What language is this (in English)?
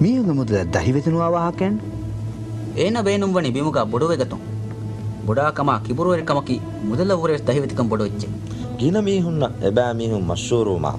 Divehi